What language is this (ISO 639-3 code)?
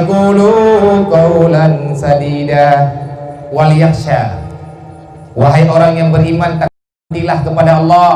ace